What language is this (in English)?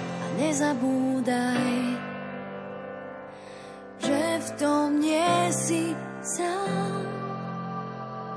Slovak